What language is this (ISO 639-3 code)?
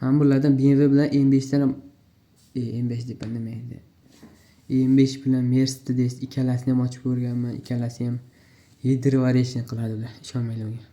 uzb